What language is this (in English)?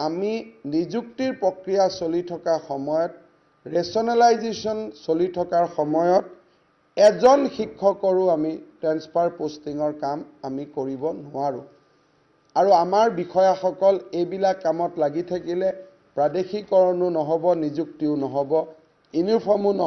Assamese